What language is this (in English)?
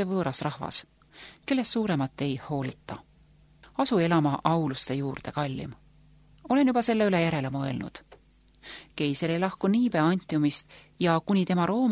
Estonian